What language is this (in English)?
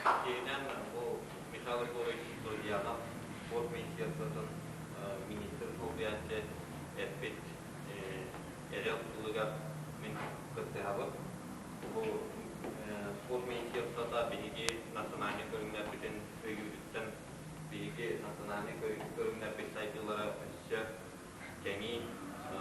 Yakut